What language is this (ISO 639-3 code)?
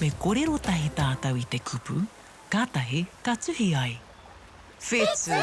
mri